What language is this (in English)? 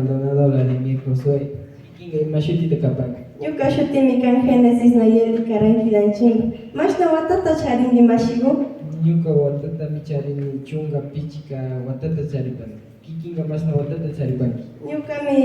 Imbabura Highland Quichua